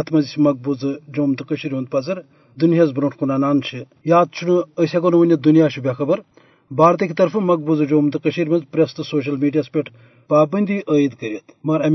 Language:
Kashmiri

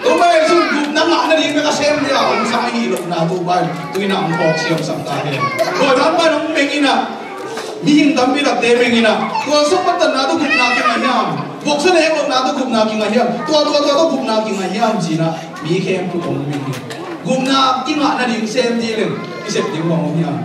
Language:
Tedim Chin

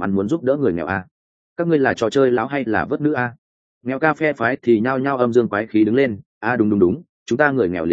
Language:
Vietnamese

